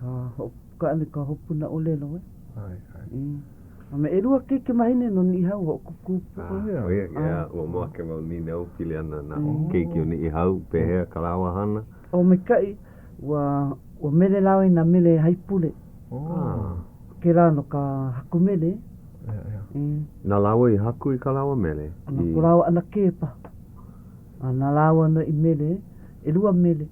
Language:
Hawaiian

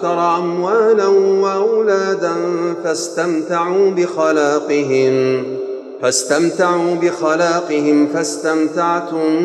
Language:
Arabic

